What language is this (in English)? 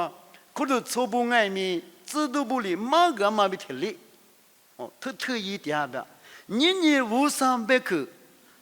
Lisu